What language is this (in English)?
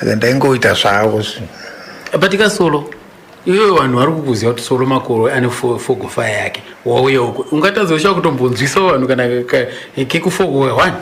Shona